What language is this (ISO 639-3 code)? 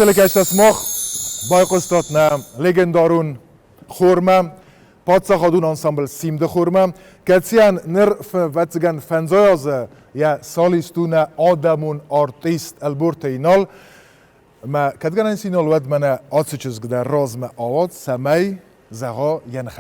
oss